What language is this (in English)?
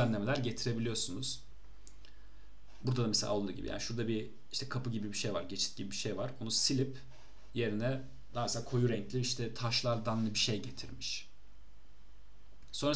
Turkish